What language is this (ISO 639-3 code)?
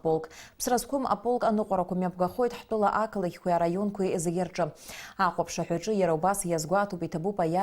abk